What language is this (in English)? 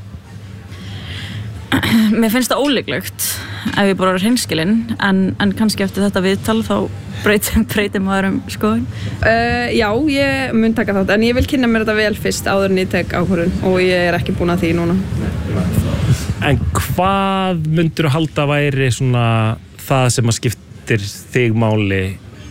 Icelandic